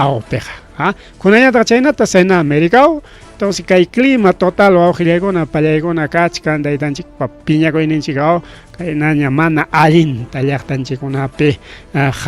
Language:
Ayacucho Quechua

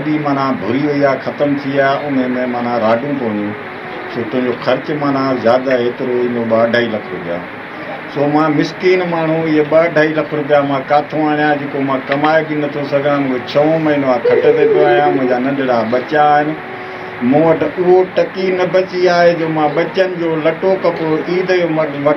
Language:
Sindhi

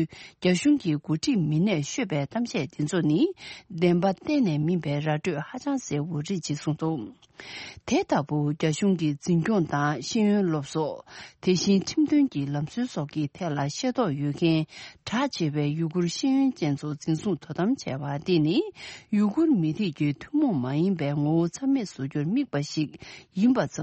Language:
Tibetan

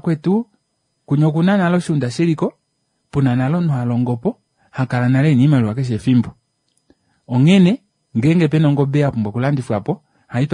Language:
Kuanyama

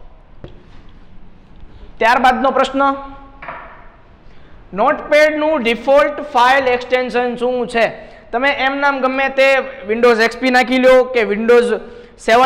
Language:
Gujarati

